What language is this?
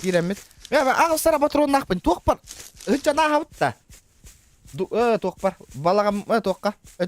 Yakut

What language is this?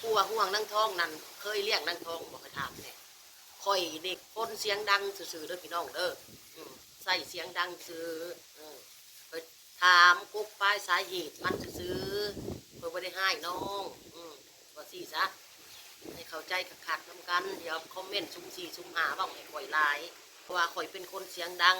Northeastern Thai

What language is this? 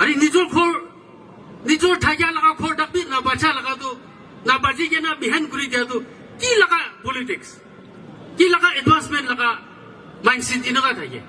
Naga Pidgin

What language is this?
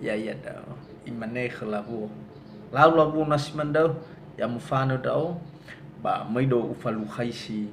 Nias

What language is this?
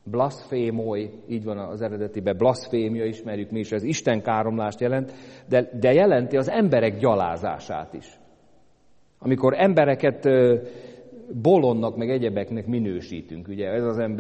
Hungarian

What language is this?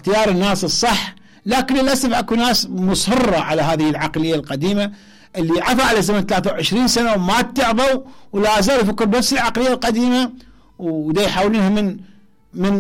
Mesopotamian Arabic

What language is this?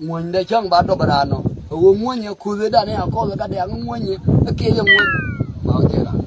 Nuer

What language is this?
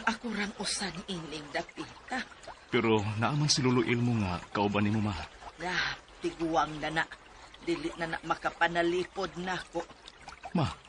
Cebuano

